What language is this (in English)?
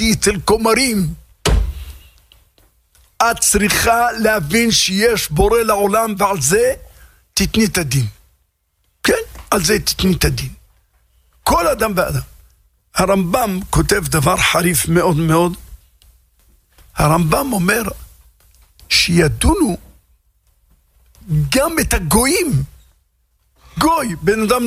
Hebrew